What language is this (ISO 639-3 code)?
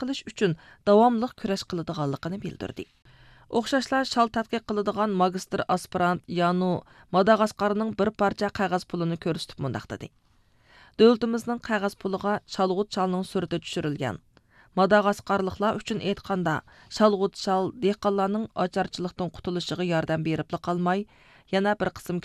uig